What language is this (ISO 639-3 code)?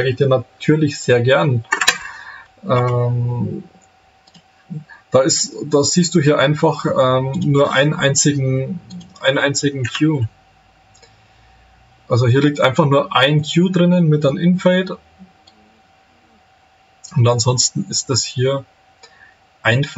deu